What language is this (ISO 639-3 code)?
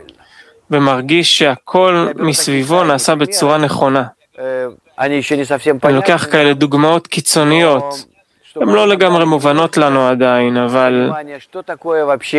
heb